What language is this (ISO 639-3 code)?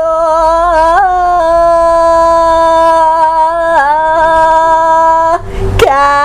ban